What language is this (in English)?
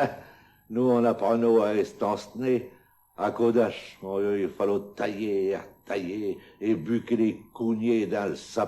Picard